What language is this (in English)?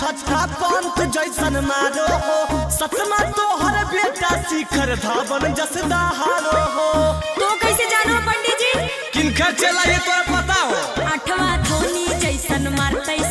Magahi